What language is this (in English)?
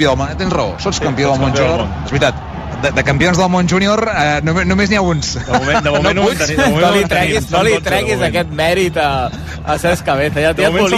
Catalan